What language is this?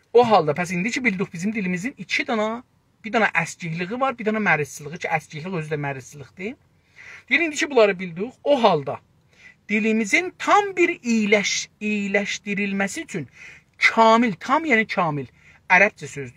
South Azerbaijani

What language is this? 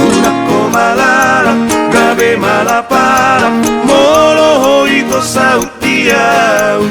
Batak Toba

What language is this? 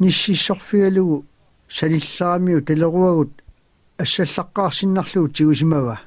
Kalaallisut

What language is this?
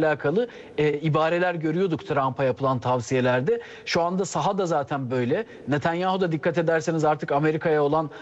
Turkish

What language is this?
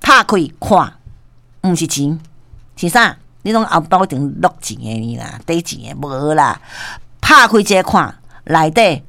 Min Nan Chinese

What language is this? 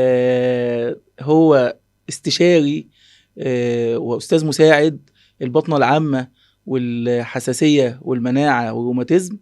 Egyptian Arabic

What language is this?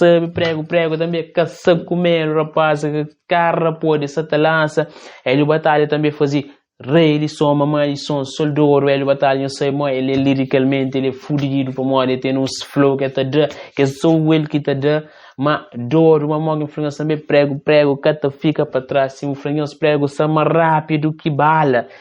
Kabuverdianu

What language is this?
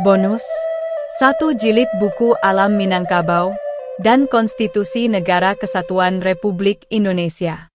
Minangkabau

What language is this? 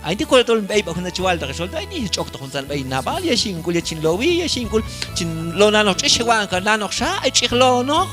Q'anjob'al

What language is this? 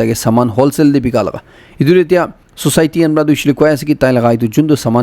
Naga Pidgin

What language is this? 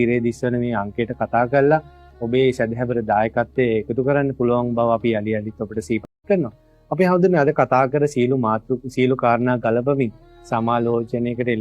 Sinhala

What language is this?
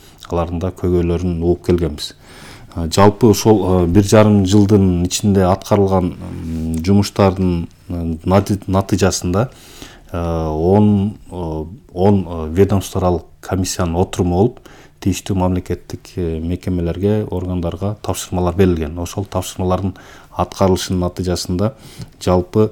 Kyrgyz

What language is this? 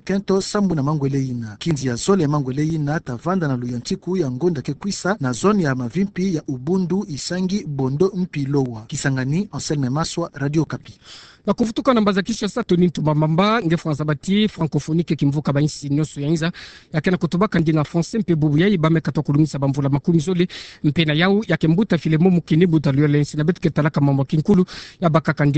Kituba (Democratic Republic of Congo)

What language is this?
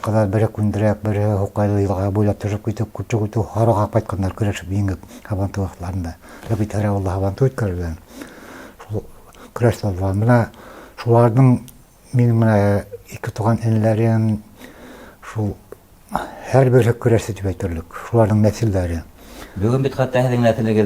Bashkir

